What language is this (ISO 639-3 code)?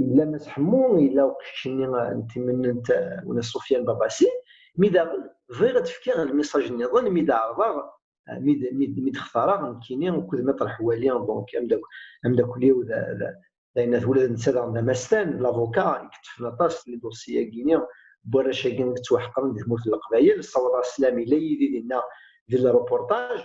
kab